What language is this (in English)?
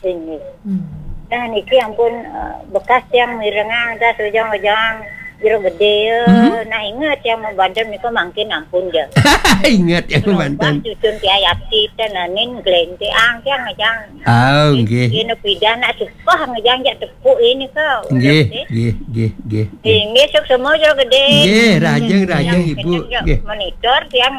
Balinese